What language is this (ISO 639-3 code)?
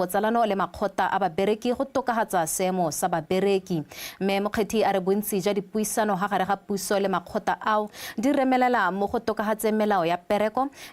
tsn